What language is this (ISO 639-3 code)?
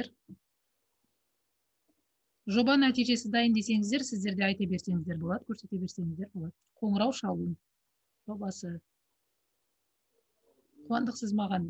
kaz